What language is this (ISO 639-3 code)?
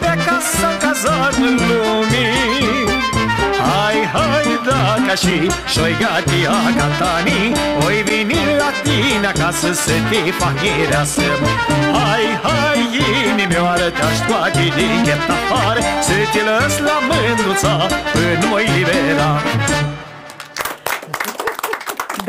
ron